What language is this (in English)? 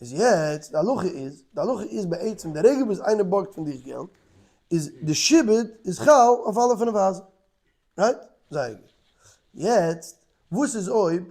Yiddish